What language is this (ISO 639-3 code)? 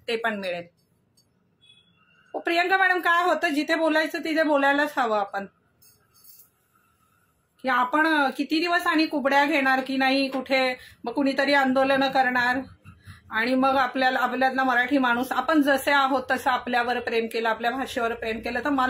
mar